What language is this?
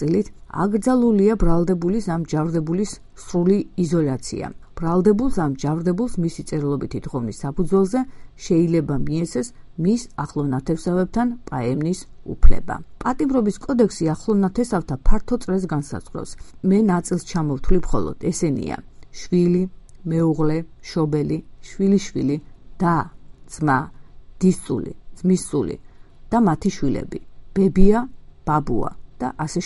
Georgian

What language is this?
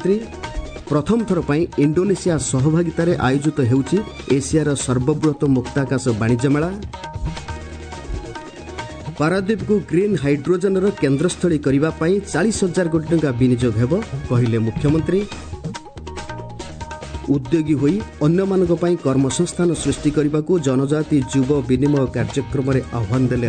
Odia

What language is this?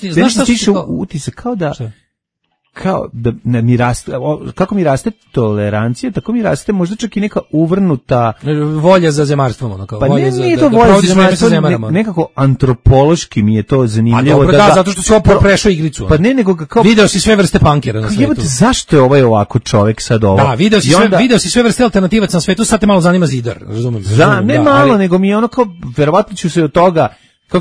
Serbian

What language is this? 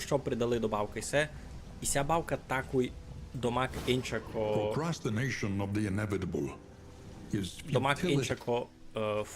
Rusyn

